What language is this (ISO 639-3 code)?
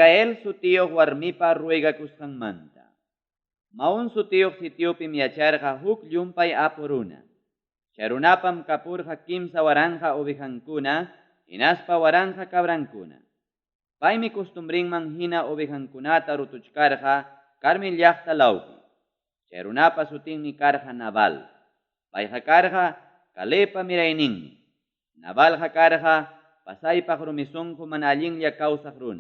quy